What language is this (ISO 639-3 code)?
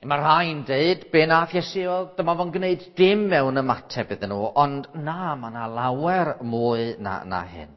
cym